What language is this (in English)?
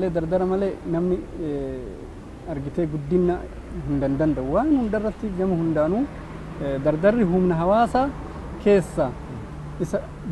Oromo